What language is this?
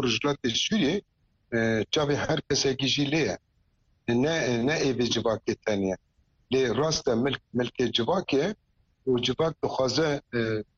Kurdish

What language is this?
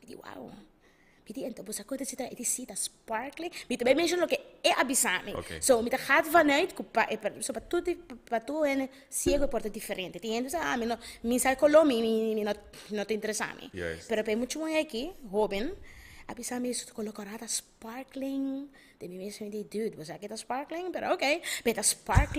Papiamento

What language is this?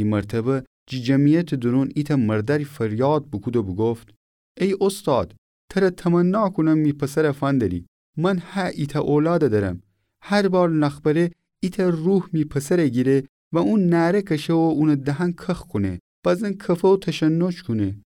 Gilaki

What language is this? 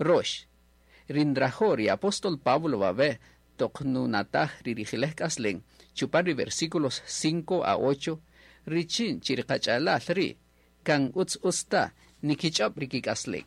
Kaqchikel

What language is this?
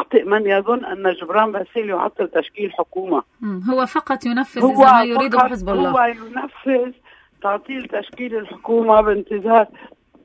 North Levantine Arabic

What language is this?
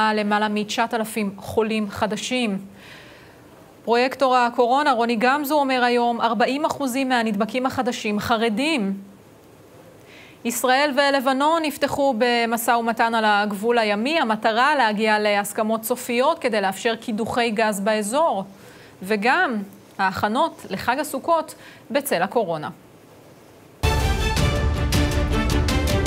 Hebrew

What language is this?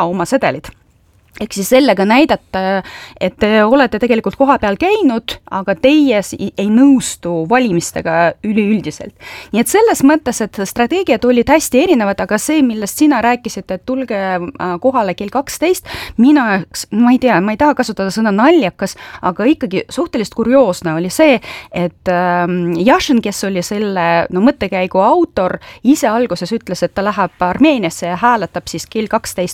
Estonian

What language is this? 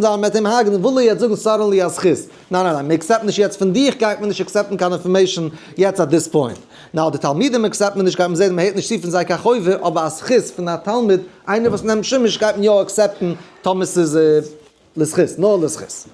Yiddish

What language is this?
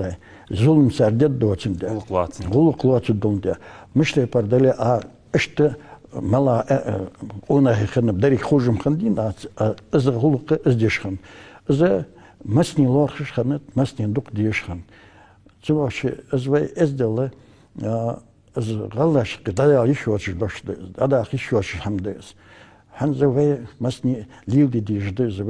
Ingush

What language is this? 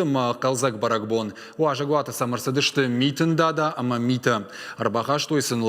Ossetic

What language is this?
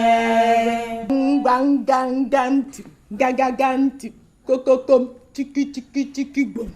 Igbo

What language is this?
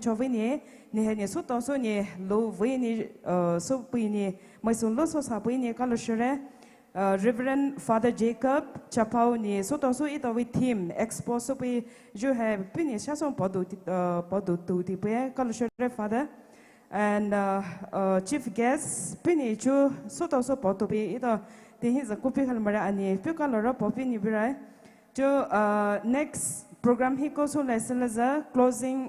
Poumei Naga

